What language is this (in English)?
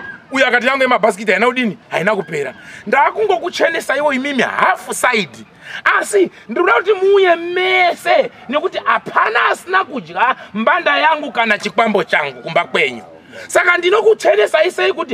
Shona